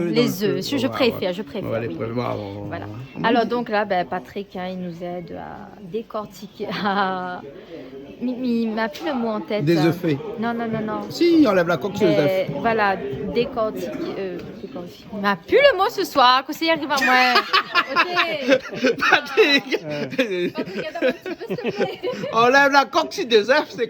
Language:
Réunion Creole French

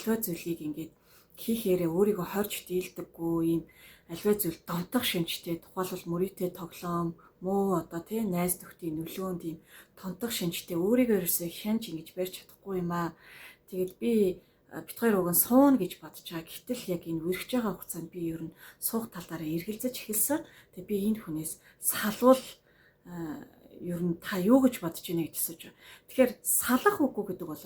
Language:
Mongolian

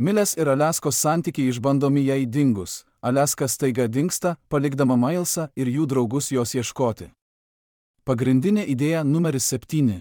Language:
Lithuanian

